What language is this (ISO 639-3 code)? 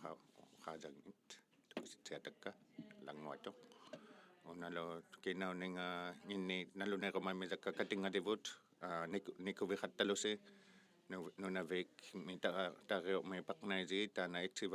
iku